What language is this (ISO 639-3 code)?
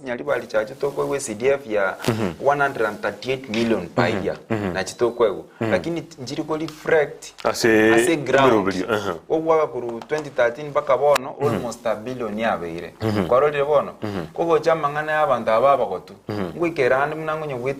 guz